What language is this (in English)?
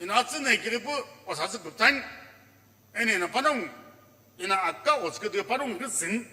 Sumi Naga